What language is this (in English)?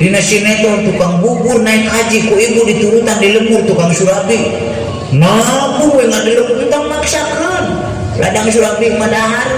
Sundanese